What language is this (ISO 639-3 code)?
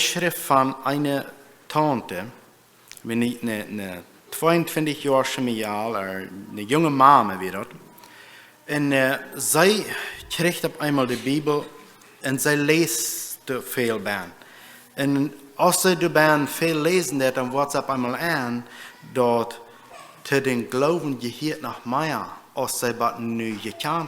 pdt